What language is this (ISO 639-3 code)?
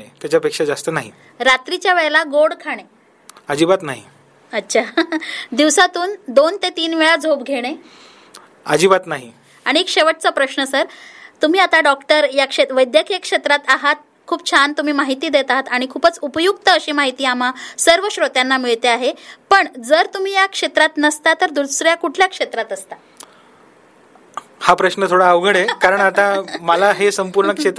mar